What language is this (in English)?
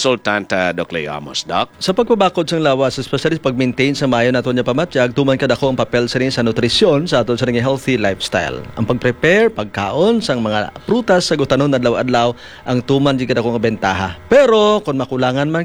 Hiligaynon